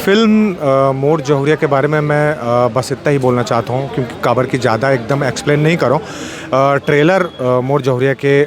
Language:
Chhattisgarhi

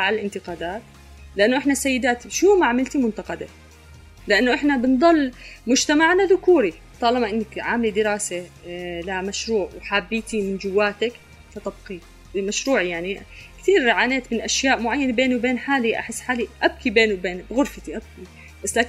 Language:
North Levantine Arabic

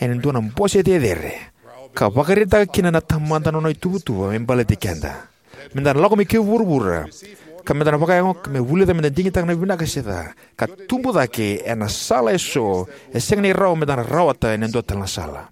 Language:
Fijian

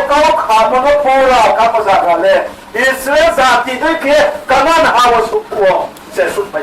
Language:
Riang (India)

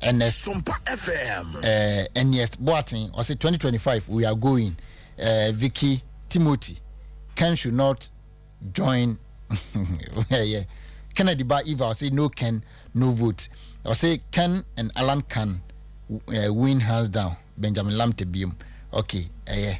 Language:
Akan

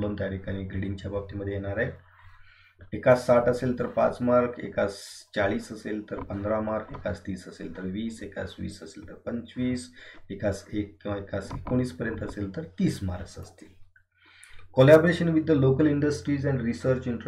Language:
Marathi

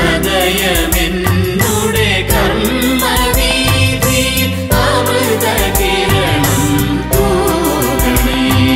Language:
Malayalam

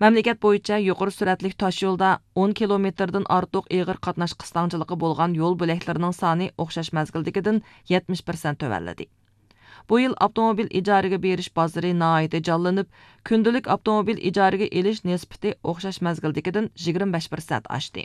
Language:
Uyghur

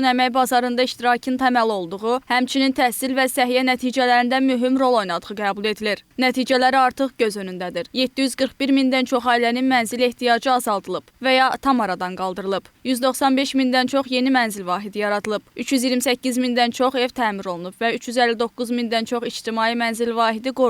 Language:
Azerbaijani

